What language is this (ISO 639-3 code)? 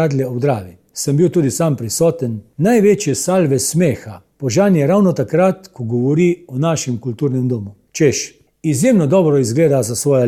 slv